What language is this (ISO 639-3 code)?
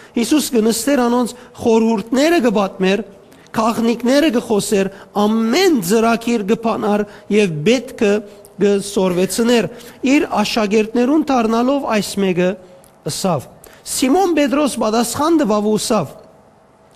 hyw